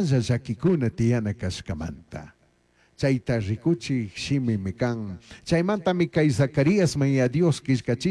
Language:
Chimborazo Highland Quichua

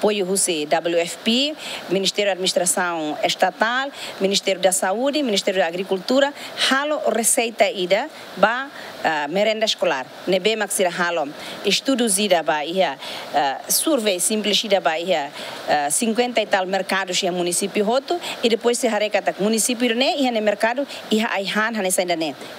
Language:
Tetum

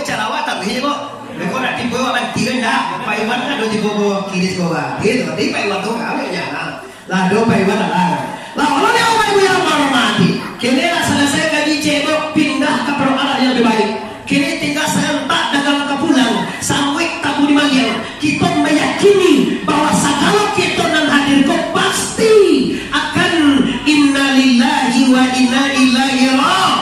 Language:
Minangkabau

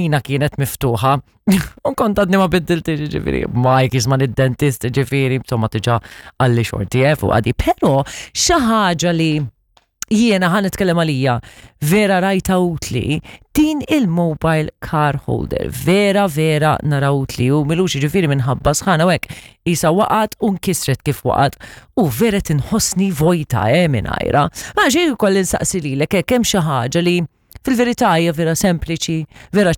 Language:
Maltese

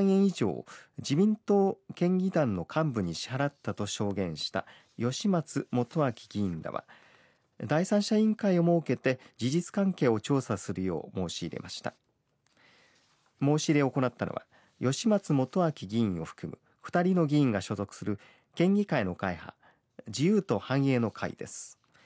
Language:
Japanese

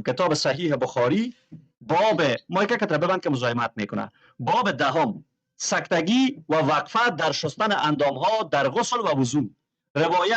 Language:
Persian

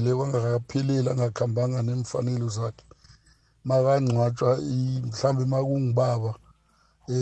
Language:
South Ndebele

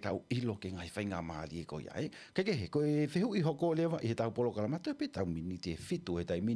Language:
Tongan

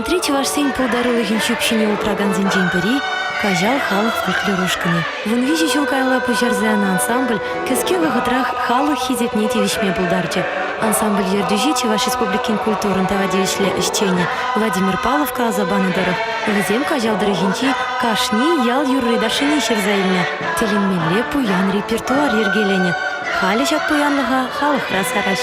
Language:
Chuvash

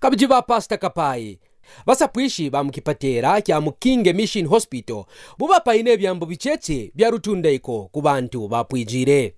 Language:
Kaonde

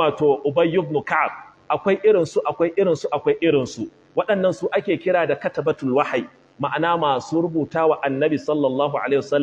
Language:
Hausa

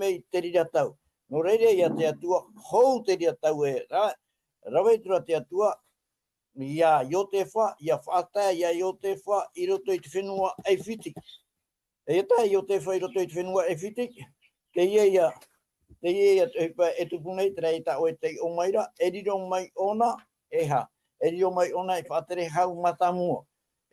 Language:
Tahitian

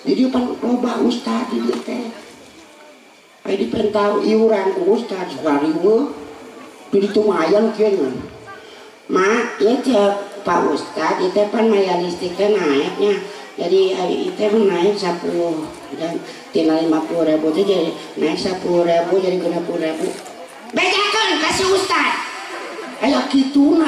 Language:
Sundanese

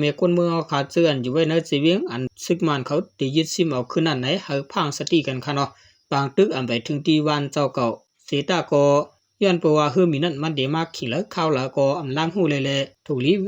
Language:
Shan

